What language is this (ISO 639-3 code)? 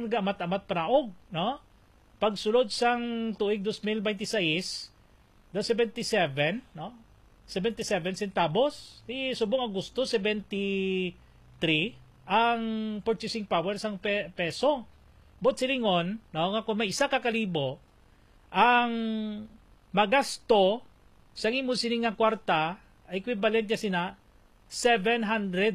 hil